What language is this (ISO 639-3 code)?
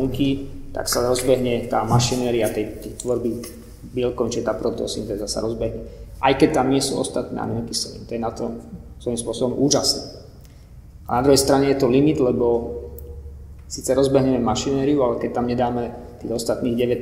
slk